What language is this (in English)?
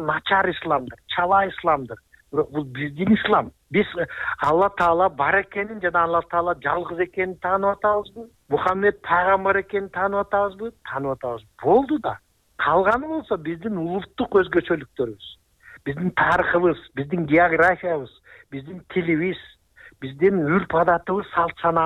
Kyrgyz